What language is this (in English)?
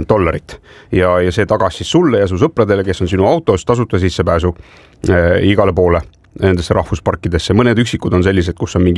Estonian